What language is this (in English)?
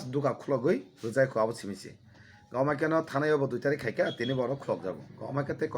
Kok Borok